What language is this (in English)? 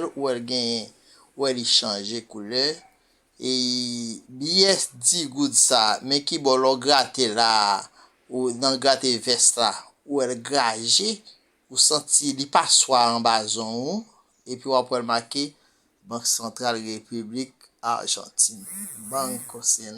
Haitian Creole